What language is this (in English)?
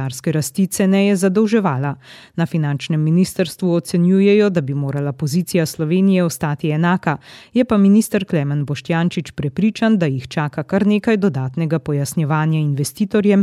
Slovenian